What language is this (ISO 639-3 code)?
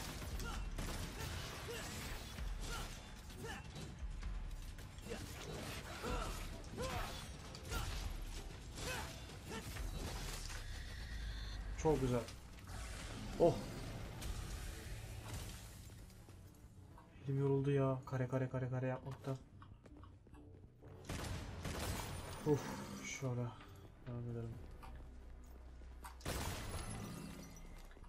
tur